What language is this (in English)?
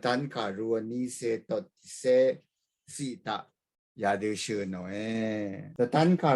Rawang